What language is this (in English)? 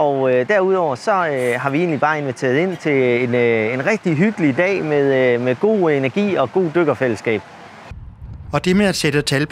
Danish